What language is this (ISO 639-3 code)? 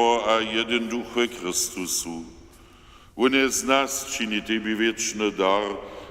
hsb